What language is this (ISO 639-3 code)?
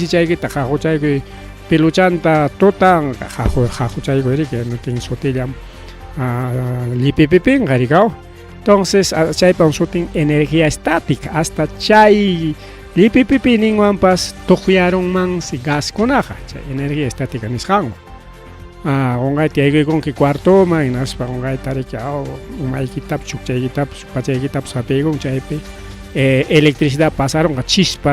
quy